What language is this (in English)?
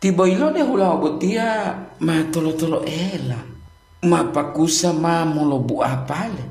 Gorontalo